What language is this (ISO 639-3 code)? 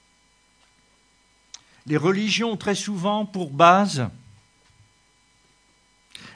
fra